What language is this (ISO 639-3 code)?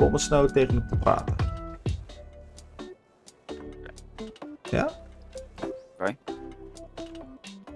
nld